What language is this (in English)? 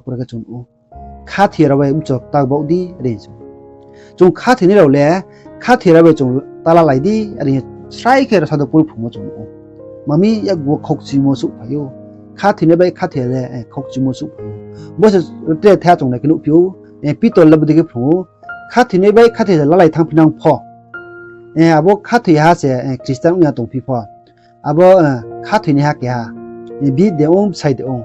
Riang (India)